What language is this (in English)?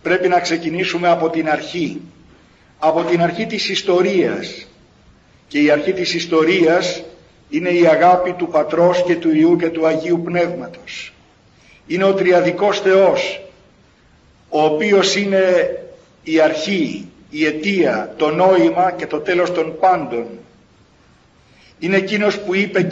Greek